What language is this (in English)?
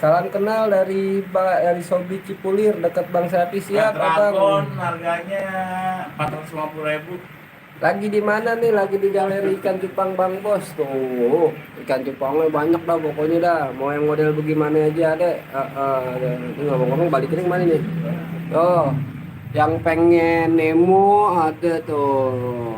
Betawi